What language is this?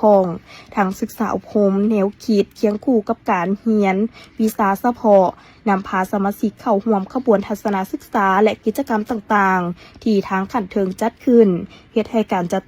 Lao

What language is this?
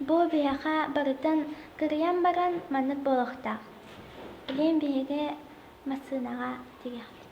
Yakut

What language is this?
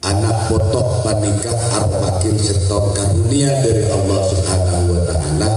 Madurese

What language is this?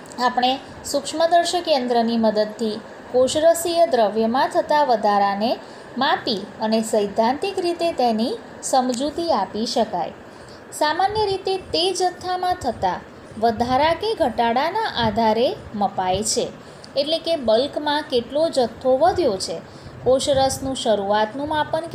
Gujarati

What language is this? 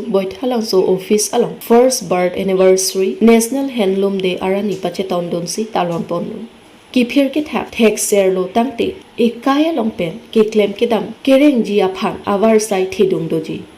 Karbi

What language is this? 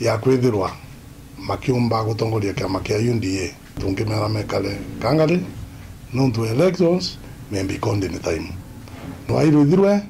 Meru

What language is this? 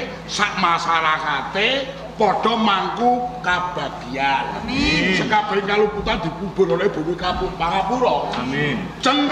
Javanese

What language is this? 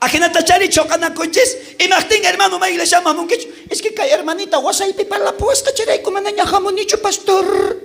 South Bolivian Quechua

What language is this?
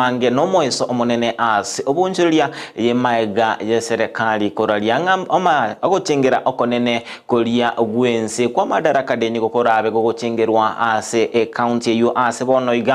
Gusii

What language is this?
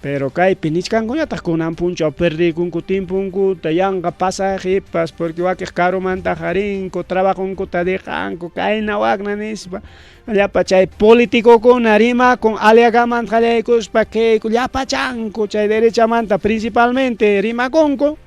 Ayacucho Quechua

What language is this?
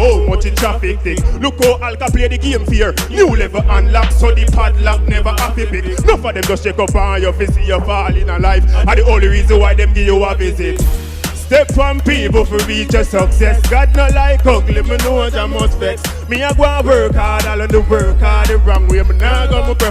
Jamaican Creole English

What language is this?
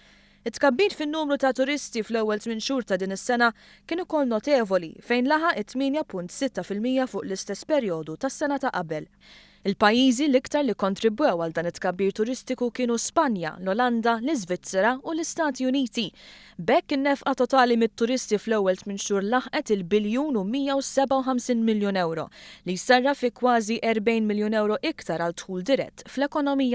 Maltese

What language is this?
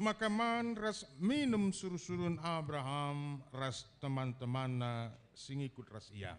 Batak Karo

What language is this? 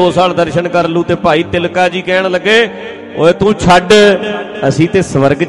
Punjabi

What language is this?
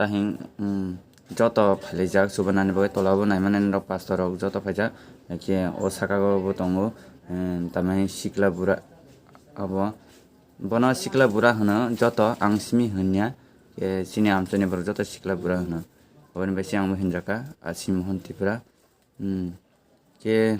Kok Borok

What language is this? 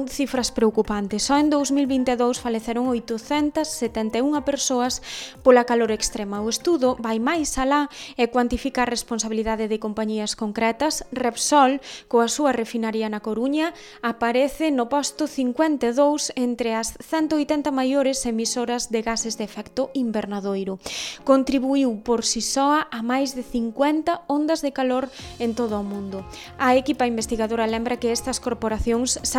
Galician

